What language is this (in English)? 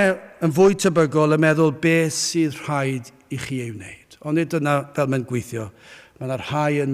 Welsh